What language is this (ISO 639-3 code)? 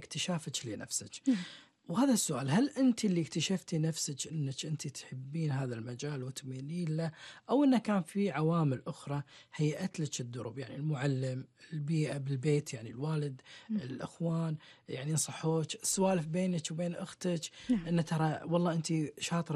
afb